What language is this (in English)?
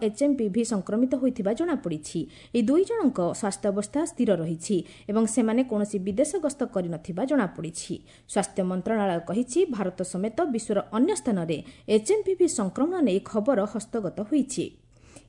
Odia